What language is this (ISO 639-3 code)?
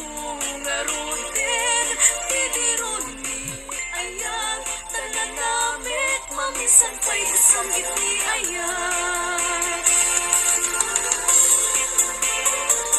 ilo